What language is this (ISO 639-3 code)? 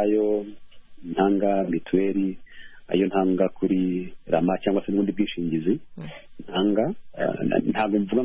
kin